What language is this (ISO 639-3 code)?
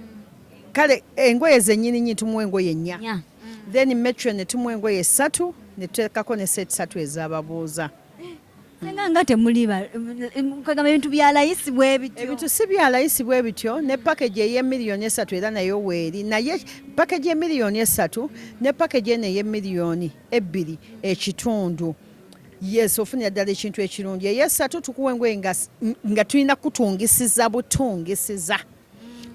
lug